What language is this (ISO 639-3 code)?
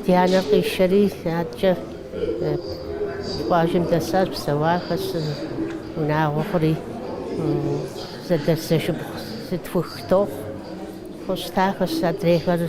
kbd